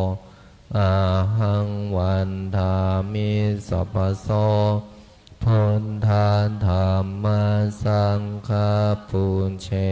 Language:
Pali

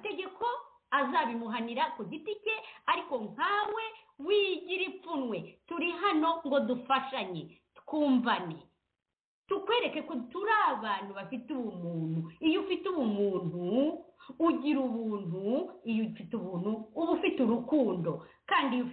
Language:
Kinyarwanda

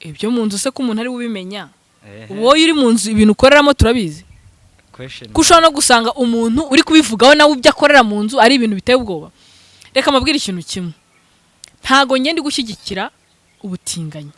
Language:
Kinyarwanda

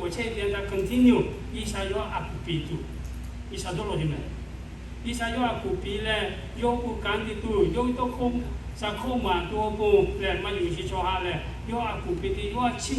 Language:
Lahu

